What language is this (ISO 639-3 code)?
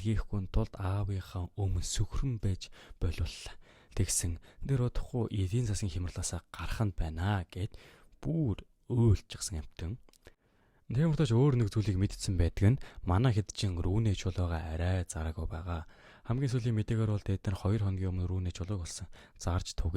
mon